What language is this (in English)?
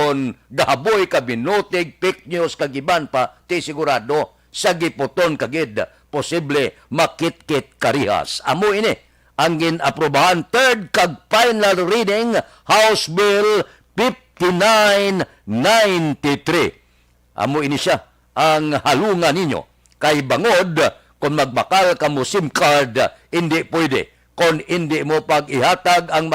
Hiligaynon